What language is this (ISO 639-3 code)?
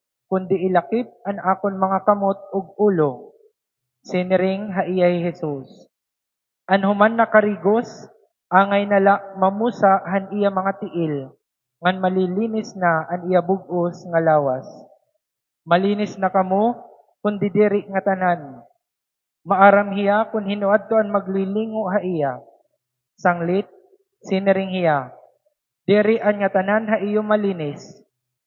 war